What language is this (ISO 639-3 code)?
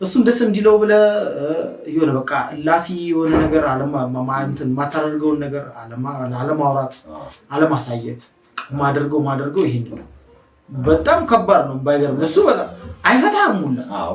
amh